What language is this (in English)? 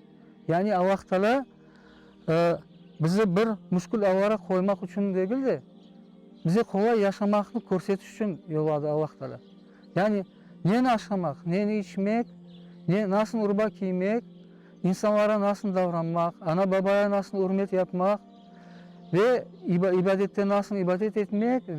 Crimean Tatar